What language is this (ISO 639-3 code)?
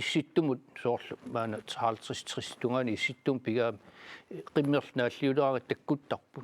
kal